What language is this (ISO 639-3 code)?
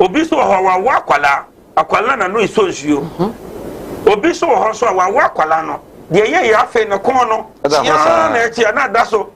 aka